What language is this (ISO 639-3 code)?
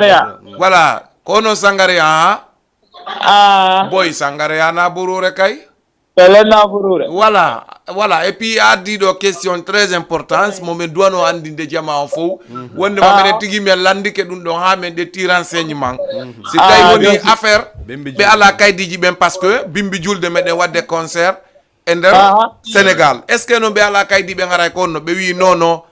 ful